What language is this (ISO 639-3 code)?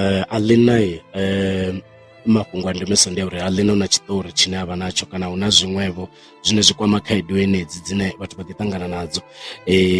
ven